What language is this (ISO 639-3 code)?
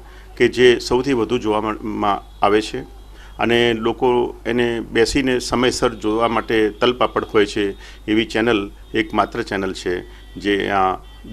guj